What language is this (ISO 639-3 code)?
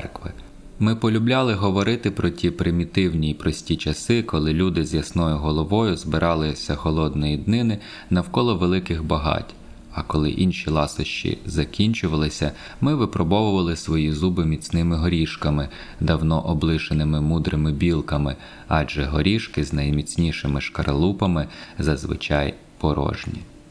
ukr